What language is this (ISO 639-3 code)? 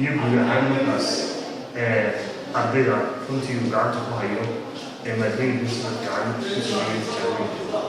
som